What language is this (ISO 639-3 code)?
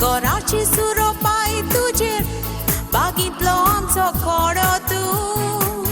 kok